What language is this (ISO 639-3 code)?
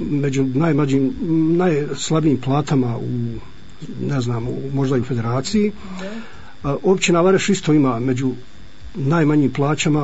hrv